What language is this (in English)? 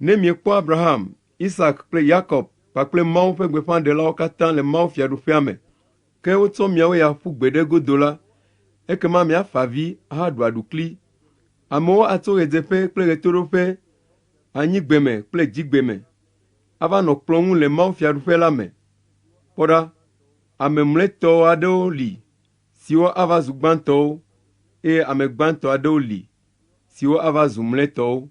Ewe